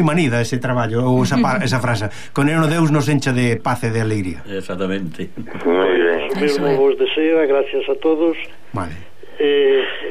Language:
Galician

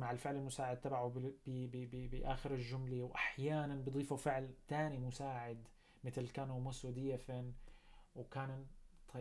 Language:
North Levantine Arabic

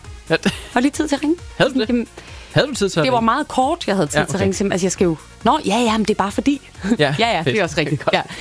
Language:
Danish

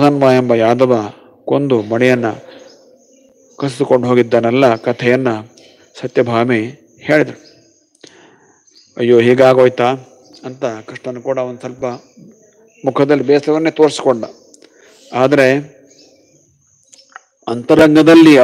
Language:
Kannada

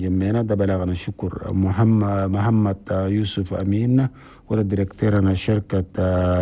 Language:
Chadian Arabic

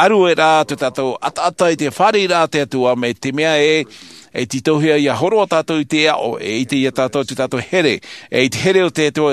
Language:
Tahitian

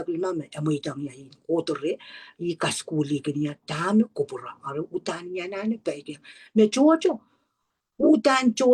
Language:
Pohnpeian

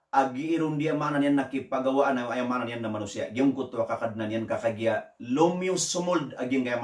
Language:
Maranao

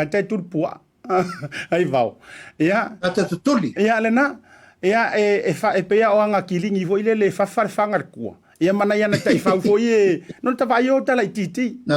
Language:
Samoan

